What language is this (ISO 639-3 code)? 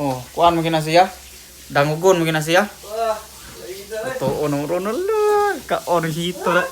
ceb